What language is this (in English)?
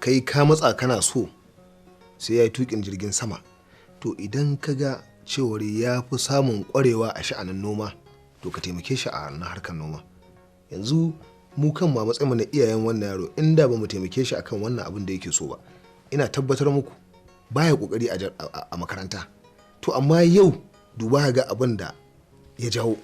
Hausa